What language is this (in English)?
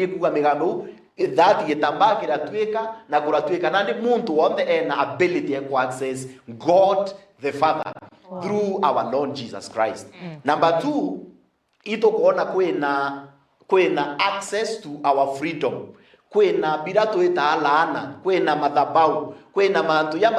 Meru